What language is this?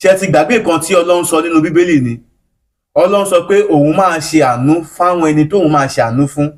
Yoruba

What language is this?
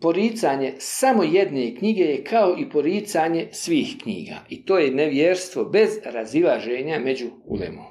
Bosnian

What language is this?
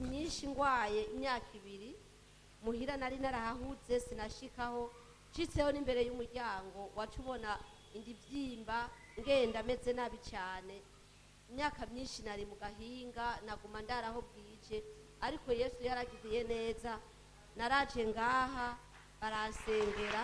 Rundi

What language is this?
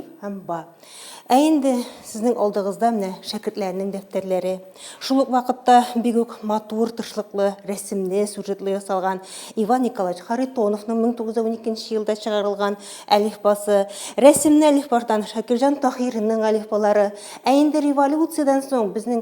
Tatar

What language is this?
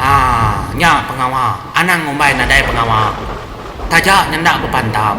Iban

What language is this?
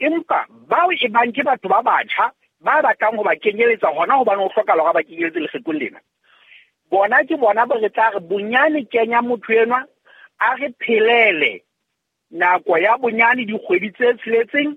Southern Sotho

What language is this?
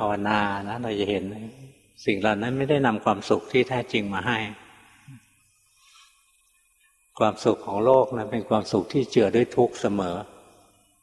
Thai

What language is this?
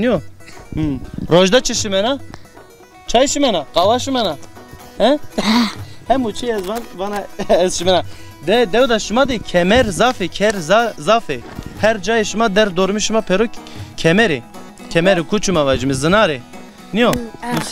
Zaza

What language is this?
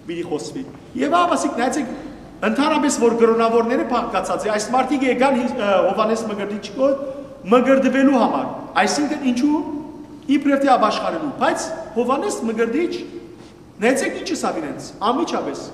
Western Armenian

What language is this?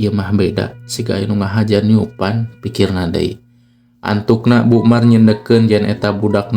Sundanese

